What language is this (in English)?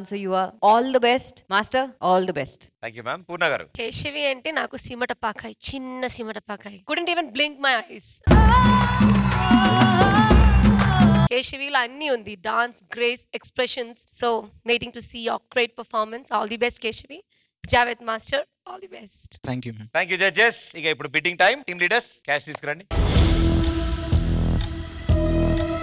Telugu